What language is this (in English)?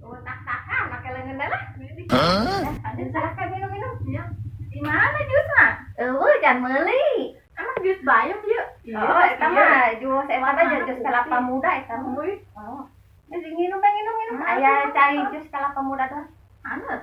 Sundanese